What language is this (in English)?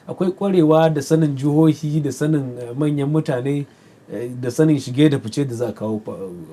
Hausa